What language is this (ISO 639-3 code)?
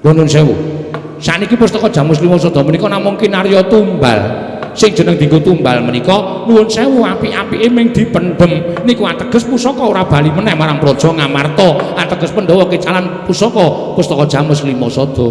jav